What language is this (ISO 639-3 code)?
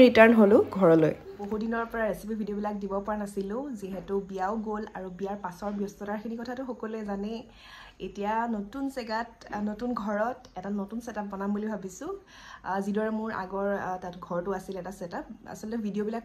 asm